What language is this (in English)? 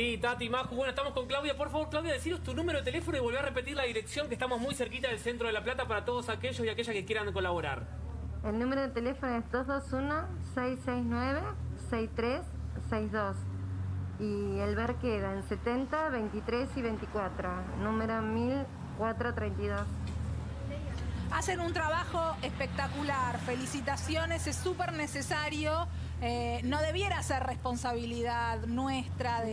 Spanish